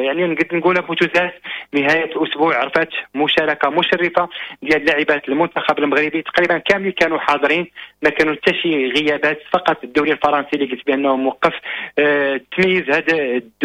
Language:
Moroccan Arabic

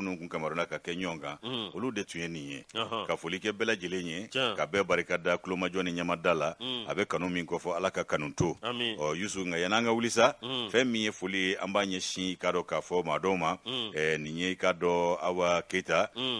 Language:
Bambara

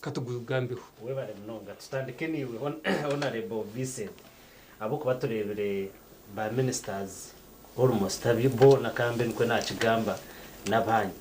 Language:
Nyankole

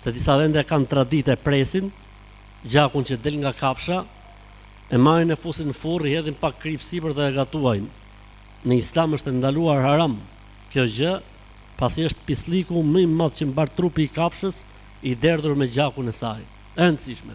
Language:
Albanian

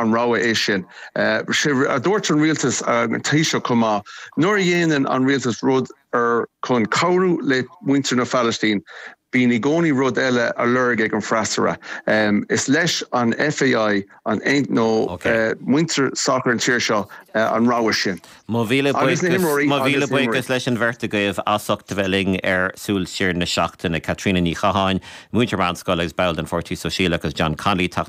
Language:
Irish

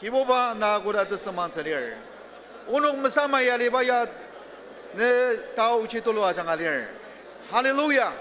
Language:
Ao Naga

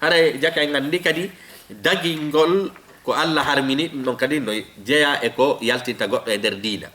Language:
Fula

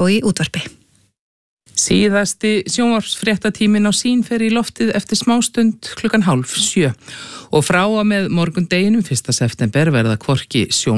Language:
Icelandic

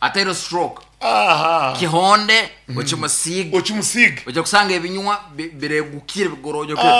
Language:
Nyankole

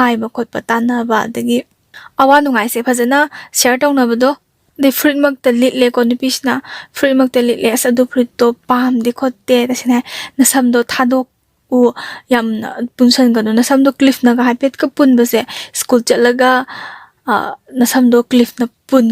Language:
Manipuri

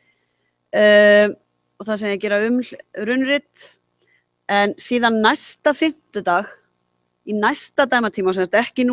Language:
Icelandic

